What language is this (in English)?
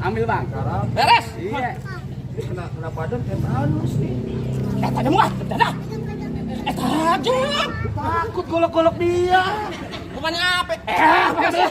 Betawi